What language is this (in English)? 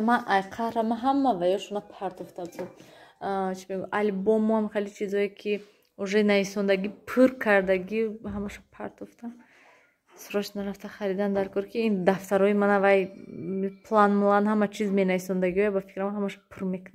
Tajik